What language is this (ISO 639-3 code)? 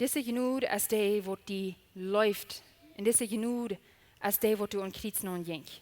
pdt